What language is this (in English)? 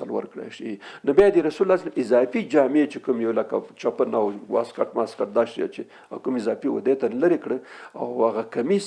Pashto